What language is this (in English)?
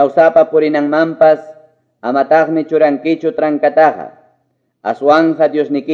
Quechua